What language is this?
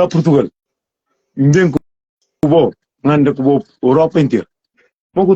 Kabuverdianu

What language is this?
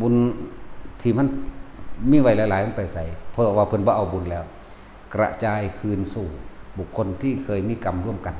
Northeastern Thai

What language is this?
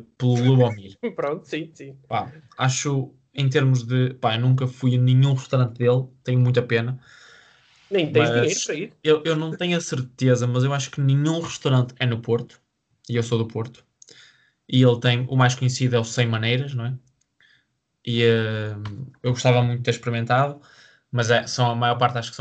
Portuguese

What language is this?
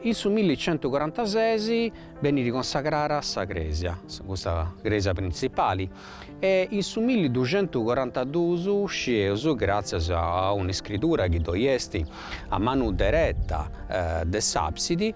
Sardinian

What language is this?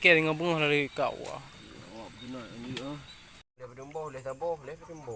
Achinese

